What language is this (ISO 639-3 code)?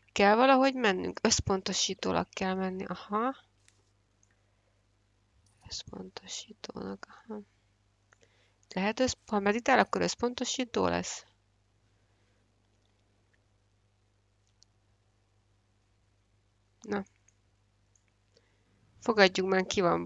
hun